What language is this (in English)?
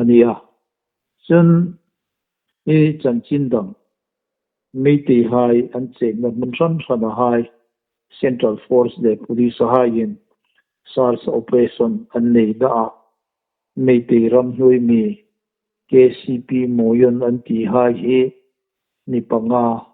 Hmar